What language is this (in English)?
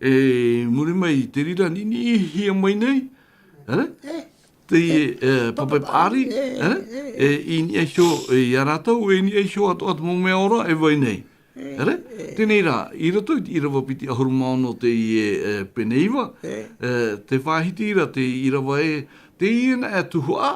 Tahitian